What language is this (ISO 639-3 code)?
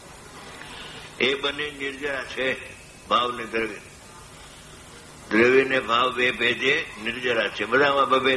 guj